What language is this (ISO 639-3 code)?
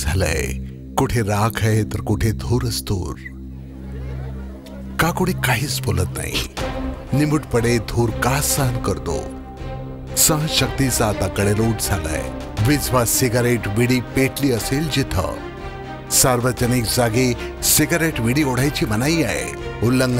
mar